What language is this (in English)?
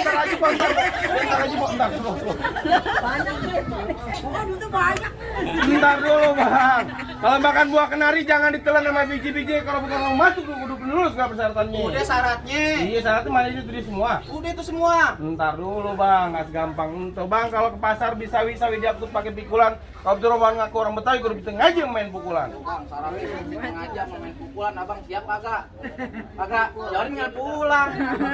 Betawi